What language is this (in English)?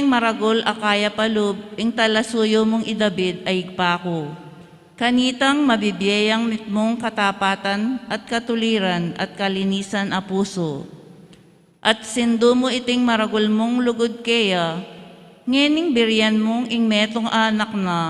Pampanga